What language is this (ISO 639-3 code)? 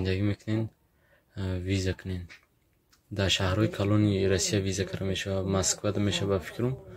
tgk